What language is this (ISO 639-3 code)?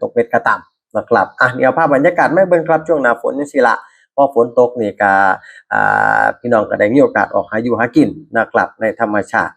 tts